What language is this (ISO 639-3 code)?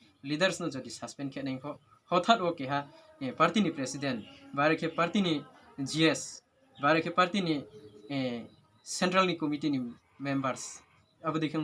ria